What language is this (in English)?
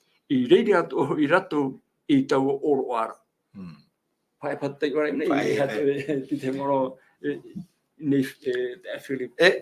Tahitian